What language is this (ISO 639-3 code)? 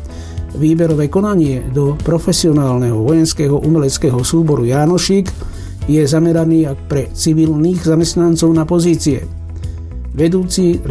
slk